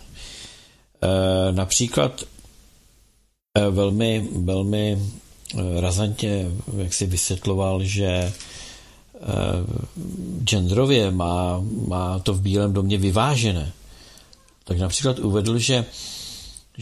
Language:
Czech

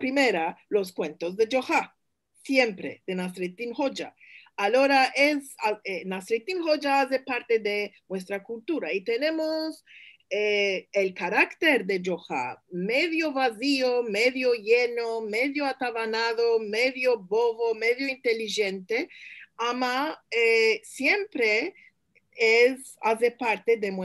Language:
Ladino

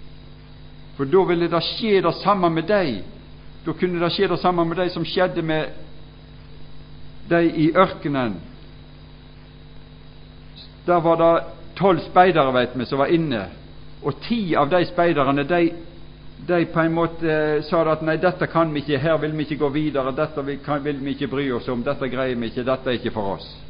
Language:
Norwegian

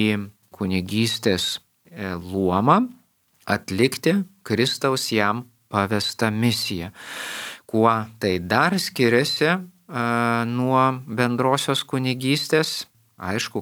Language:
Lithuanian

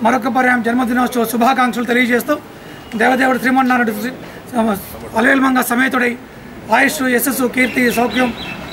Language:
Telugu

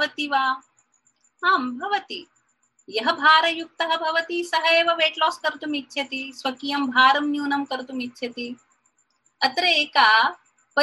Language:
Sanskrit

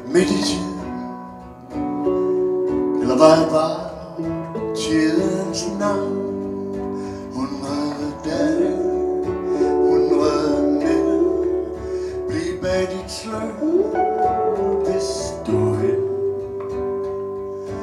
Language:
Danish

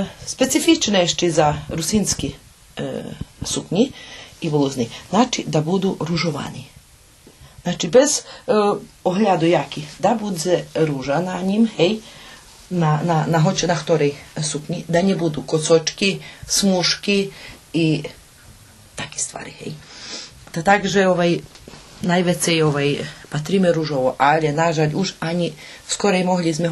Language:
Rusyn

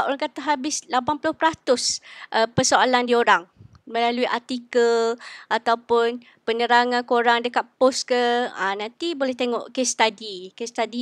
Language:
Malay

